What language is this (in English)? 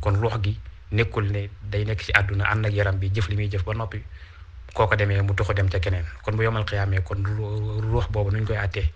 Wolof